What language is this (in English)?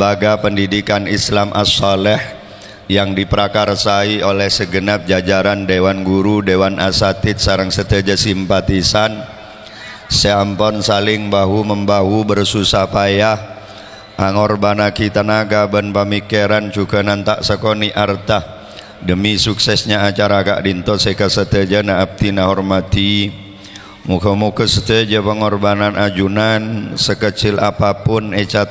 Madurese